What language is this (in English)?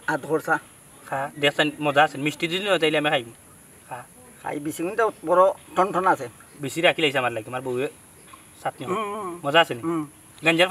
Sylheti